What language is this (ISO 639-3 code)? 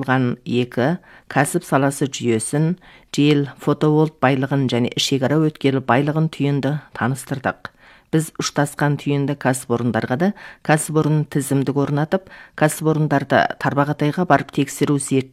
kaz